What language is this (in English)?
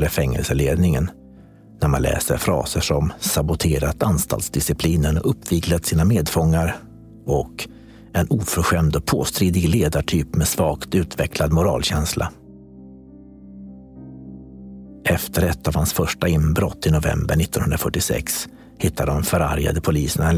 Swedish